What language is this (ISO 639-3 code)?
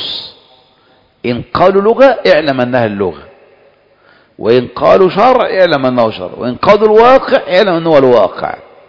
ara